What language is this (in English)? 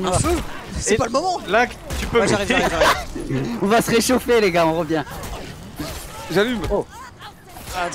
French